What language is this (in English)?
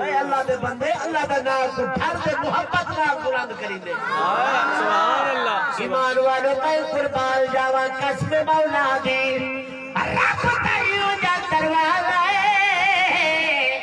Saraiki